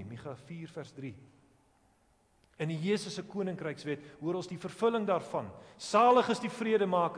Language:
Afrikaans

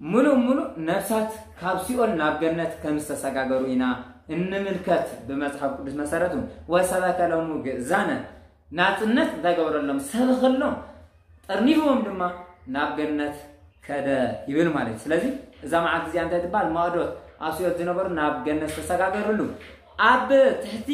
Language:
Tigrinya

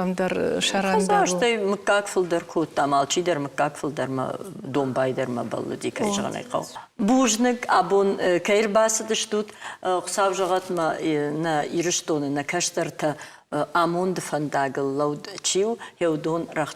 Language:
Ossetic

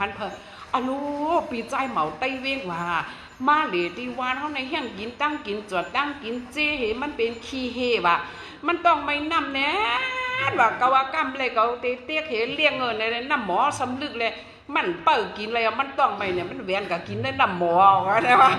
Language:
Shan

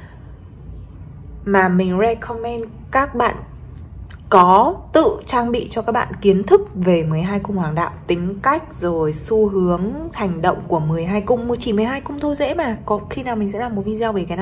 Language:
Vietnamese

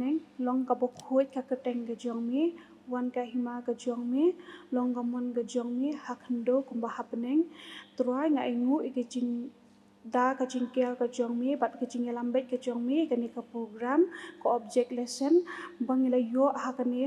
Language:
Khasi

